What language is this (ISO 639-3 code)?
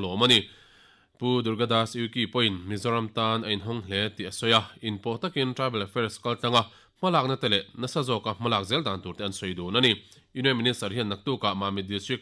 lus